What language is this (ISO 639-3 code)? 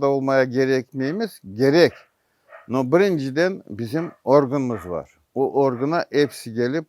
crh